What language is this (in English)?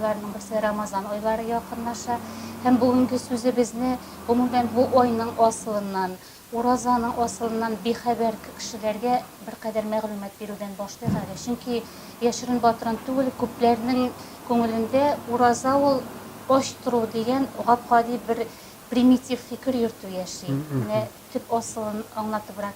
Tatar